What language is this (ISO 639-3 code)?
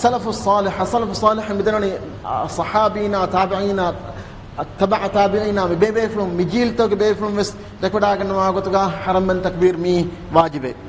div